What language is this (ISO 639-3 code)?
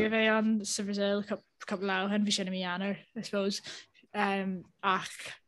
gle